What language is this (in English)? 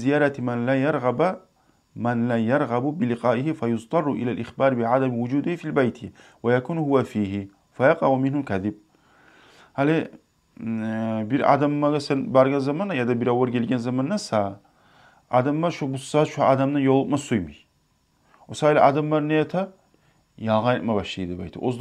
Kumyk